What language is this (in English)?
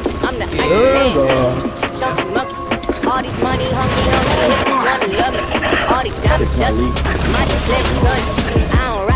English